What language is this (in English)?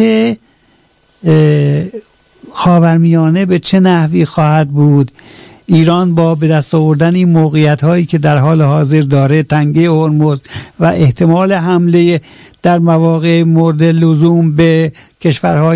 Persian